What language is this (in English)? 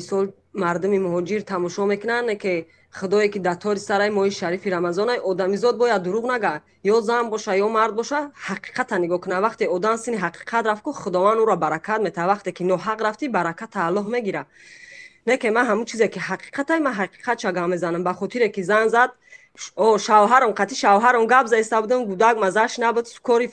Tajik